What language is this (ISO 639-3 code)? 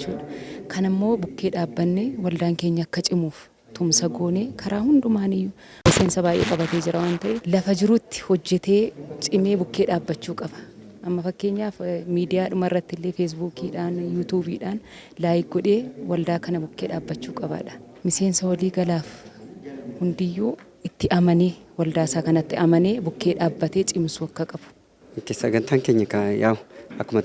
orm